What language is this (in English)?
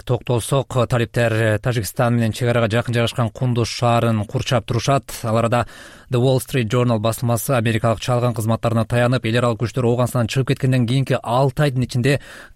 Kyrgyz